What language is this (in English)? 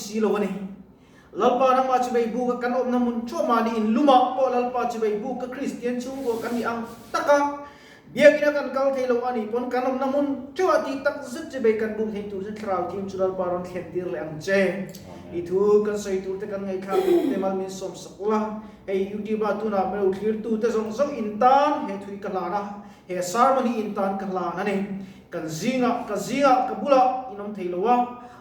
Mizo